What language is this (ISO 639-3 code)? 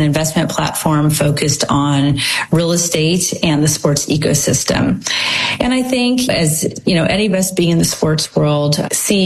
eng